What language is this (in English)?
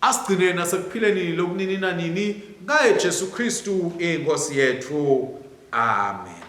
Swati